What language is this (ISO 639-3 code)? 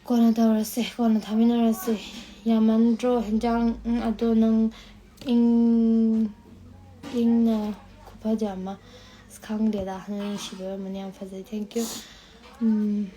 mni